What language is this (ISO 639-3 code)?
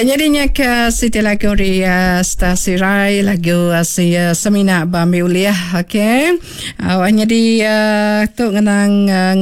iba